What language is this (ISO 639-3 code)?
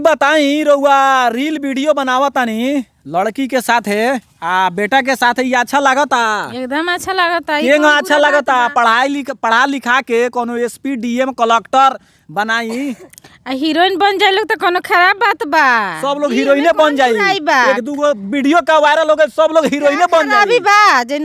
bho